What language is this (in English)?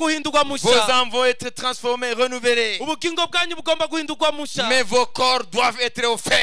Kinyarwanda